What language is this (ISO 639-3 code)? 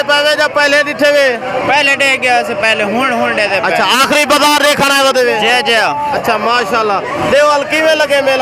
skr